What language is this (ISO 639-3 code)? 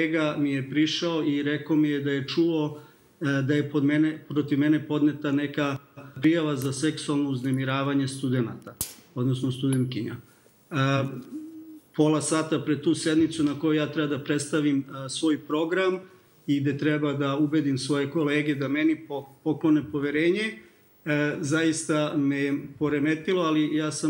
srp